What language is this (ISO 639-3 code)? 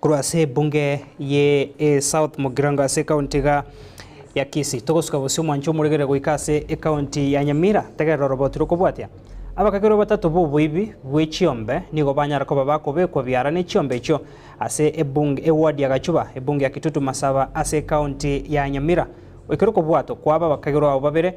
guz